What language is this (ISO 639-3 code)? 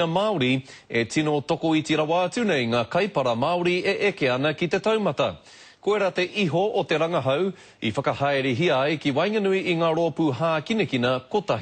mri